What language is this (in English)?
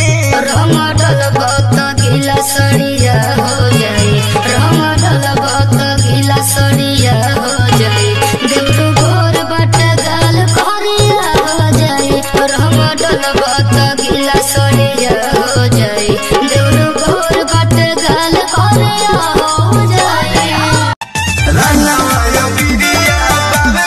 Bhojpuri